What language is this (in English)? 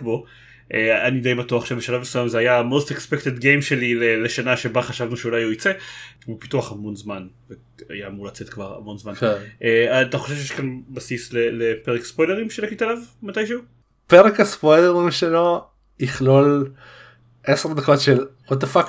Hebrew